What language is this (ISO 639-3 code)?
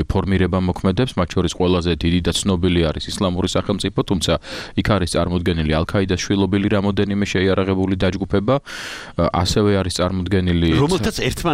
kat